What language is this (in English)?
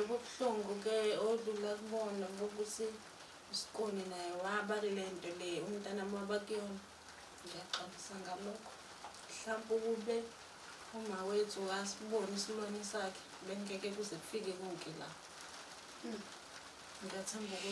Zulu